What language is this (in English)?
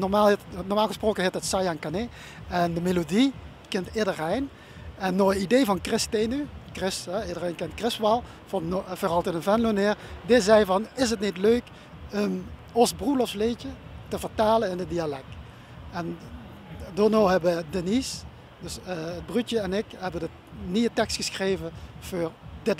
Limburgish